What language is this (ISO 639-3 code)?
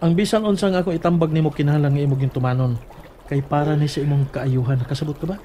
ceb